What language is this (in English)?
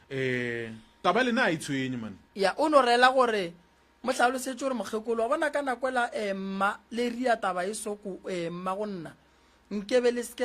Northern Sotho